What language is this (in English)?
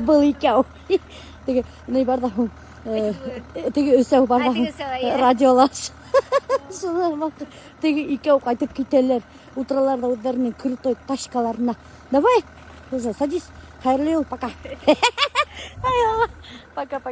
Bashkir